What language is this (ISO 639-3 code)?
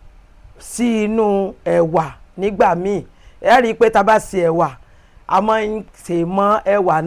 yor